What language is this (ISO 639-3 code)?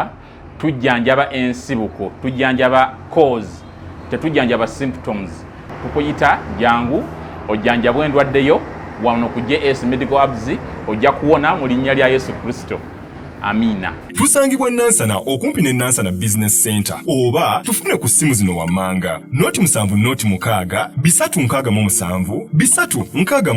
lug